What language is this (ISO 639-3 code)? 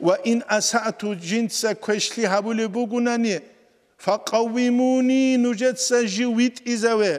ava